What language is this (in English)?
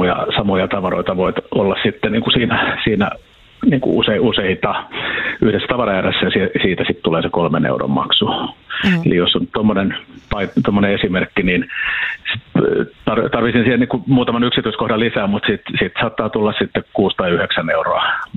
Finnish